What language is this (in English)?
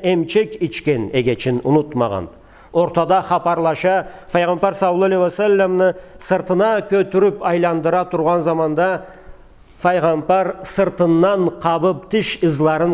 Karachay-Balkar